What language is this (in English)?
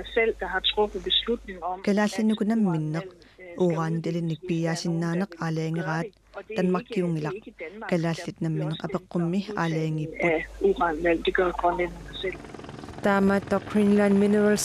Kalaallisut